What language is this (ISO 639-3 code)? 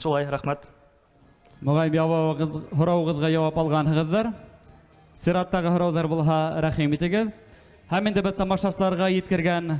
bak